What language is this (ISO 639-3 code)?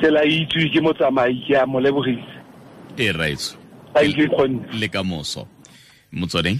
tsn